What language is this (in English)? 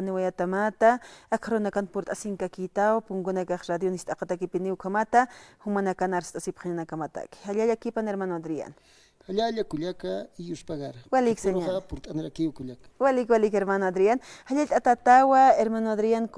Aymara